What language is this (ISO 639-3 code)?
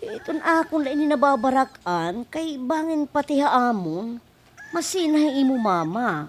war